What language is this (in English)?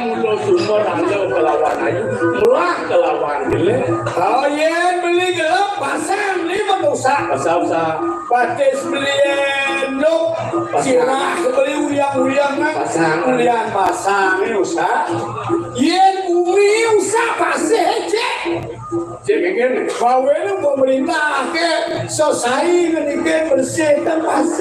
Balinese